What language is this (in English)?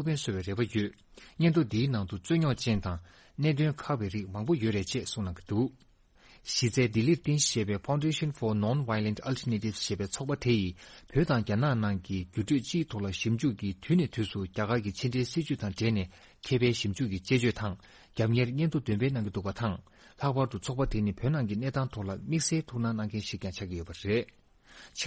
Tibetan